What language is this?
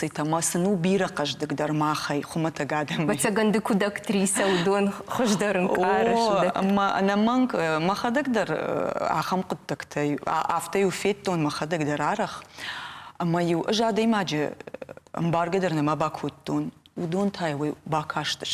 Ossetic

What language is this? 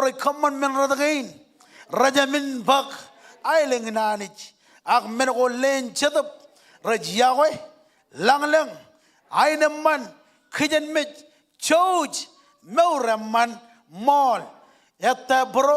Marshallese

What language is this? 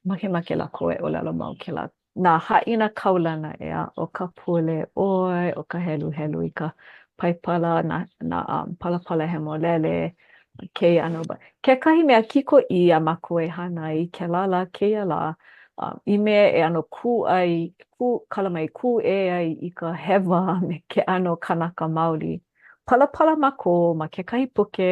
Hawaiian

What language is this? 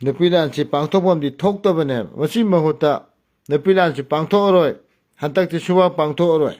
Manipuri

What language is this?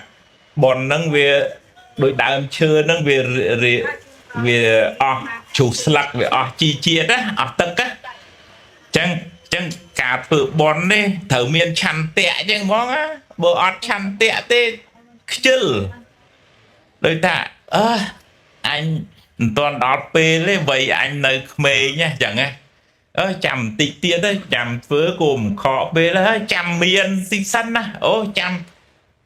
Khmer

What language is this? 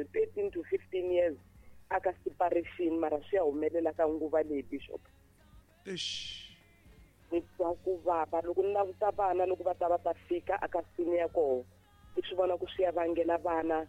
Tsonga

